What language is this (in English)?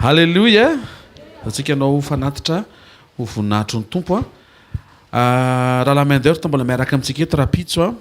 Malagasy